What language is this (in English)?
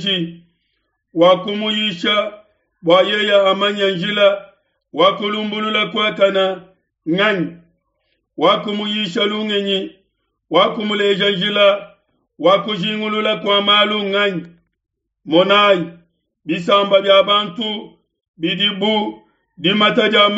Luba-Lulua